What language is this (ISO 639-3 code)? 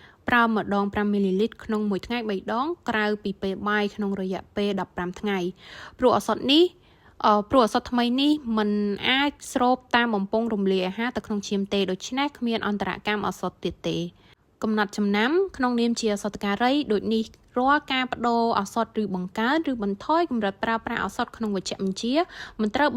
khm